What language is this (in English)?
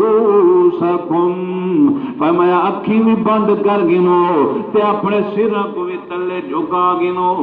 Saraiki